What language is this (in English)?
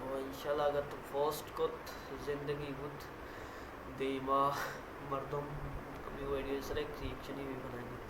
Baluchi